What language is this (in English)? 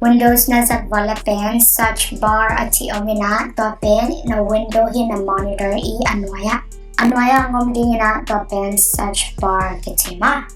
Tedim Chin